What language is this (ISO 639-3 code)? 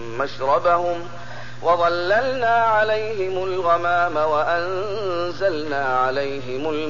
ara